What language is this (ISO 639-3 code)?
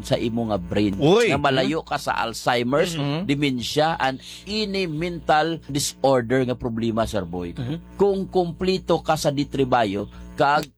hil